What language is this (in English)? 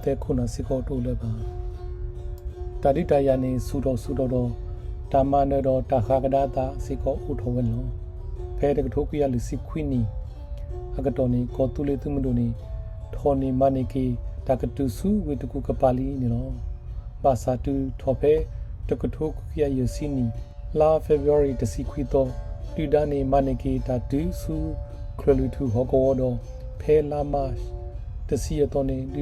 S'gaw Karen